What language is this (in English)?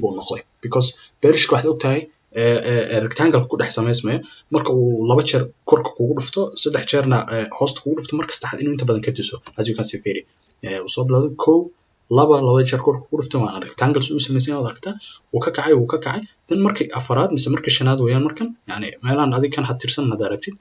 Somali